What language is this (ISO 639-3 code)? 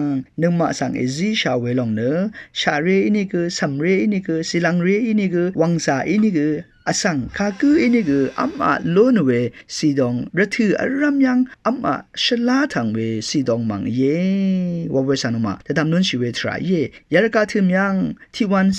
raw